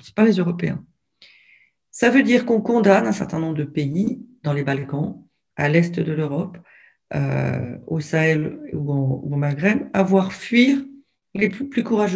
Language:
French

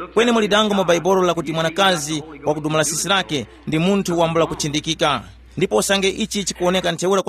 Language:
Tumbuka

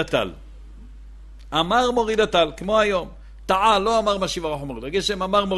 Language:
Hebrew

